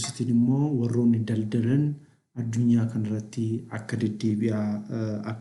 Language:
Oromo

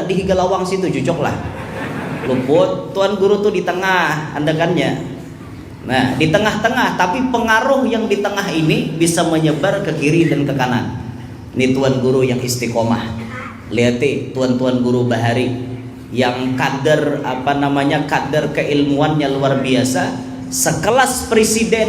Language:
Banjar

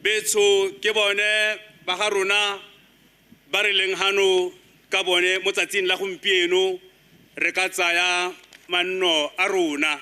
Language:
Tswana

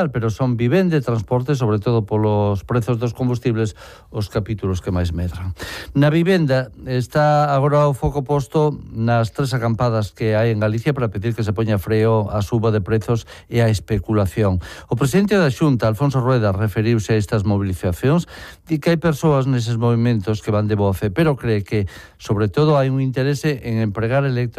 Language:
Galician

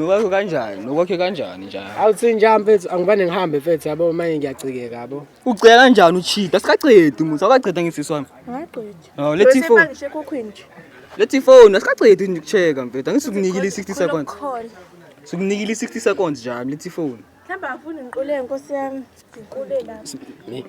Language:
Zulu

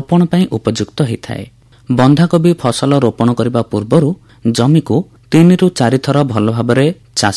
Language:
Odia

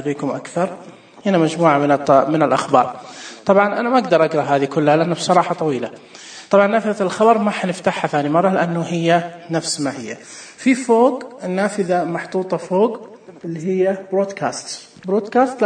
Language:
Najdi Arabic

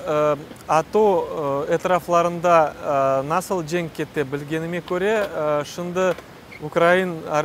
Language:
Crimean Tatar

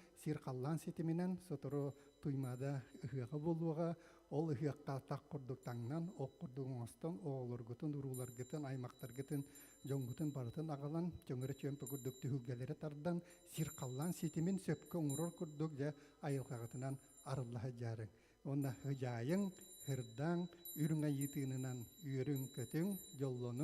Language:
Yakut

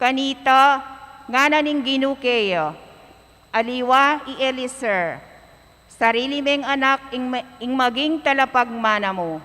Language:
Pampanga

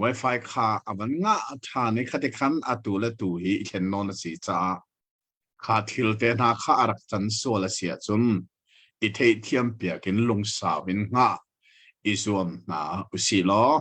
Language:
Hakha Chin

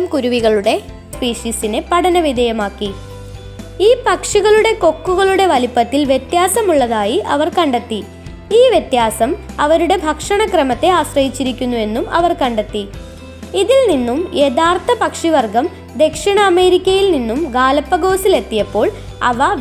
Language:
Malayalam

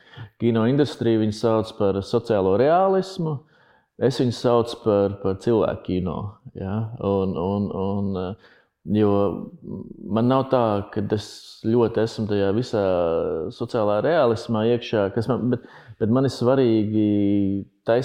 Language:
Latvian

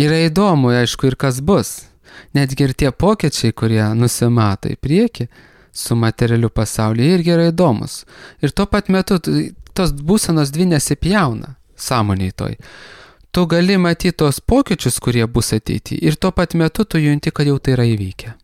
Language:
Lithuanian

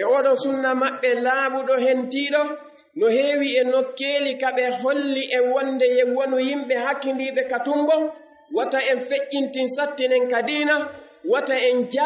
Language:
Fula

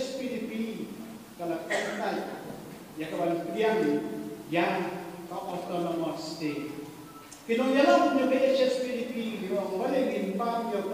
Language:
Khasi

